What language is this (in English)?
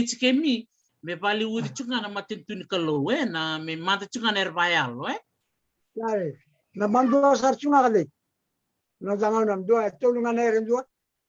Fijian